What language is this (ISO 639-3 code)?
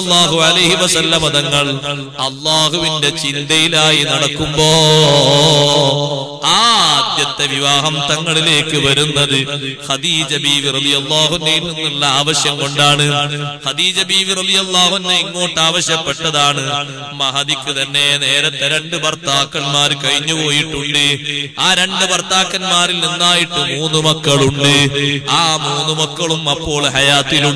mal